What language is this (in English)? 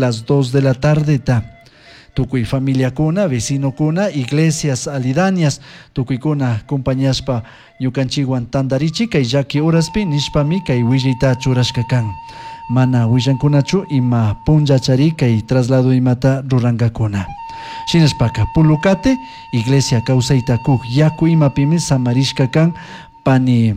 Chimborazo Highland Quichua